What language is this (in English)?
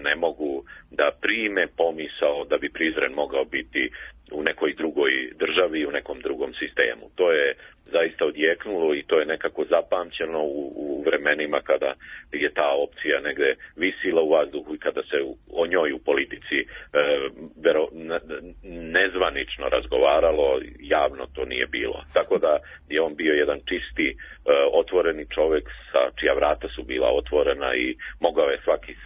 Serbian